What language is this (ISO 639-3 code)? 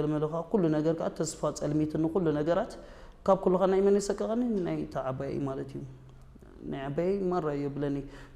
tir